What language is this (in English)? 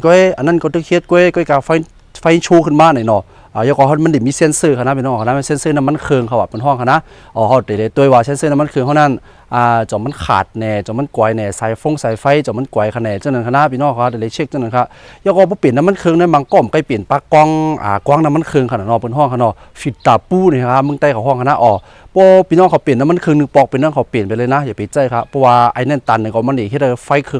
Shan